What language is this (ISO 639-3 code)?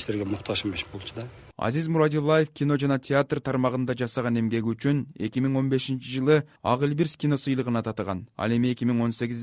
kir